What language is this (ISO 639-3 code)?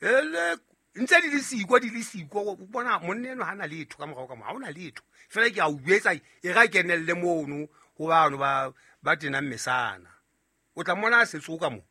sot